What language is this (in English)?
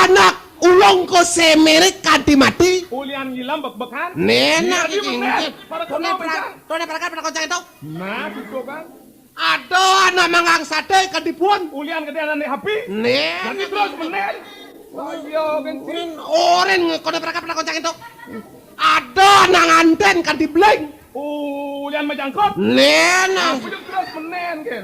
Balinese